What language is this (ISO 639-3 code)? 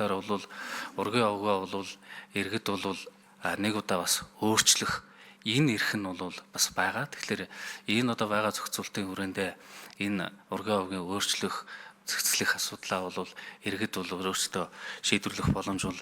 mon